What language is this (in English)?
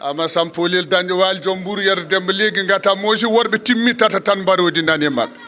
Fula